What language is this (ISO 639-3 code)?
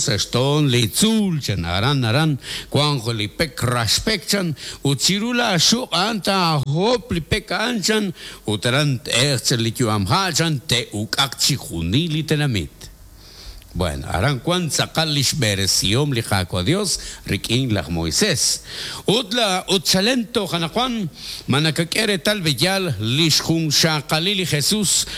kek